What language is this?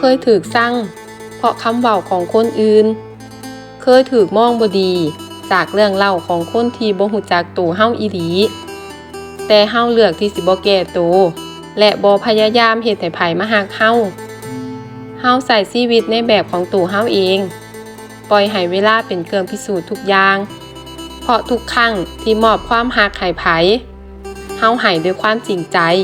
Lao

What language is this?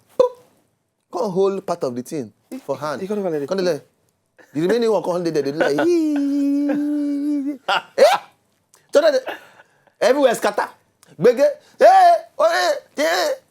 Nigerian Pidgin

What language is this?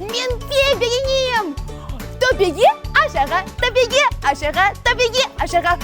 Crimean Tatar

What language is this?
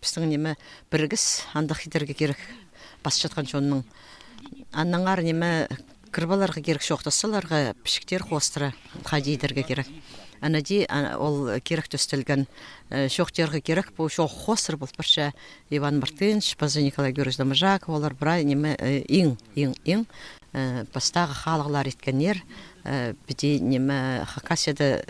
Khakas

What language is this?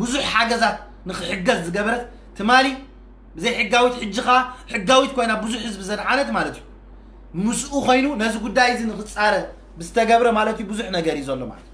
Tigrinya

